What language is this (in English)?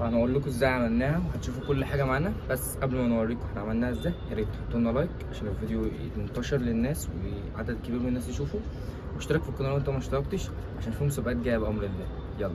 Egyptian Arabic